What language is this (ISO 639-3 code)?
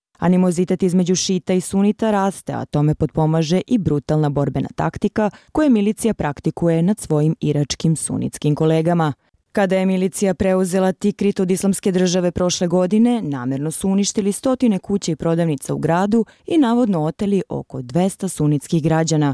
bos